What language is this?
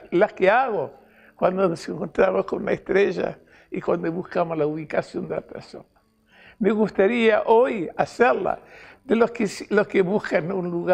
Spanish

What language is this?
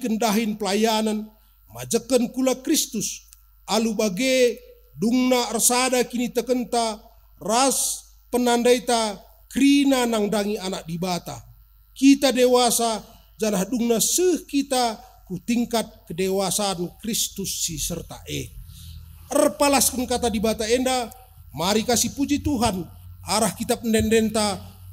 Batak Karo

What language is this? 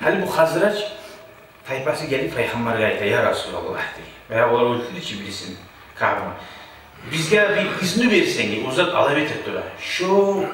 Kumyk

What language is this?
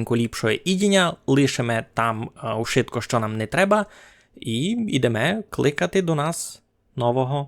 Rusyn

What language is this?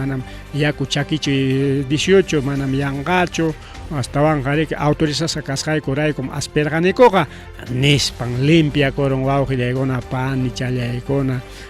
Ayacucho Quechua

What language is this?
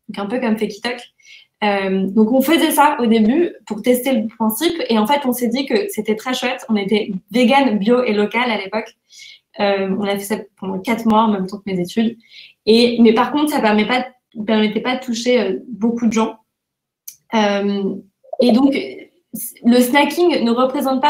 French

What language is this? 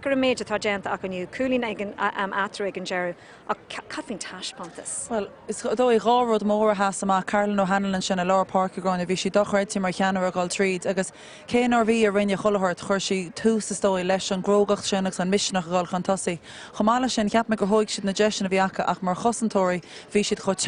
Irish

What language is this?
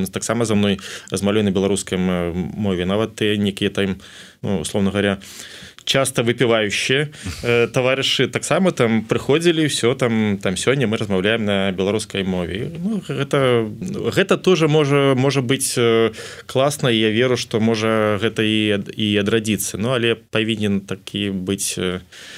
Belarusian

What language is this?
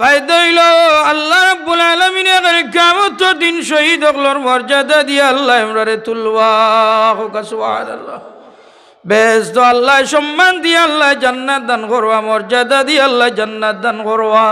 Sylheti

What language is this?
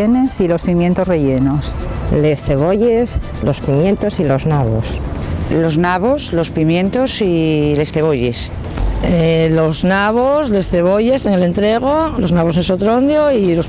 Asturian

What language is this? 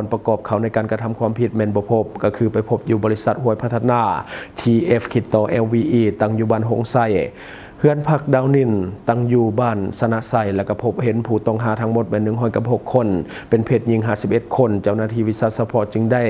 Lao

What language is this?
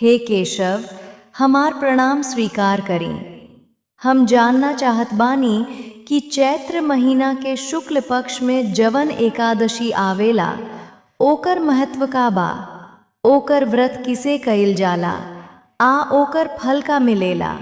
Bhojpuri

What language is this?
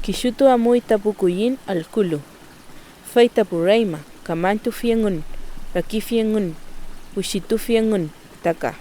Mapuche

